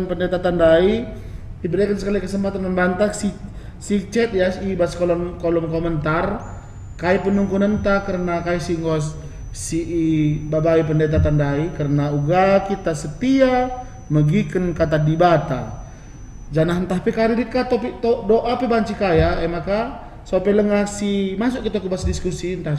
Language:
Batak Karo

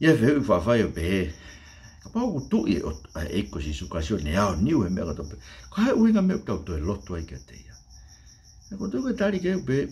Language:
Tongan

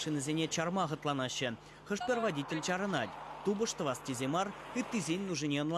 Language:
Chuvash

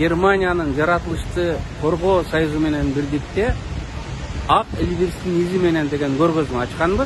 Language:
Kyrgyz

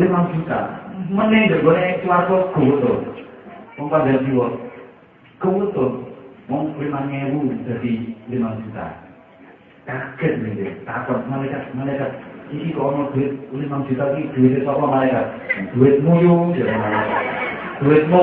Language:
Javanese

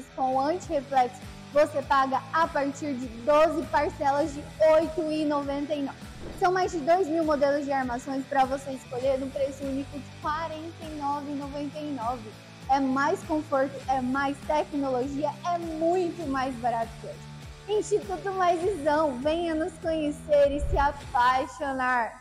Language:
Portuguese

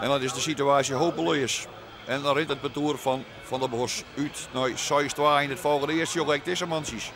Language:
Western Frisian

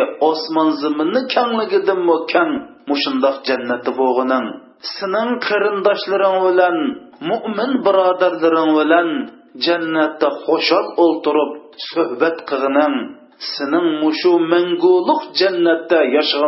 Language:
Uyghur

